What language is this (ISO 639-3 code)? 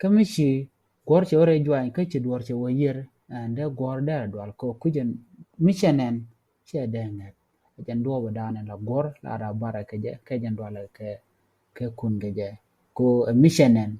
nus